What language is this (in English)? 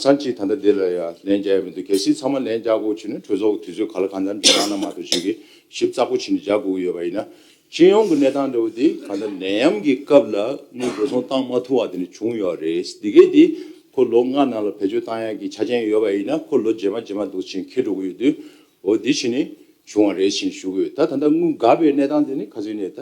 Tibetan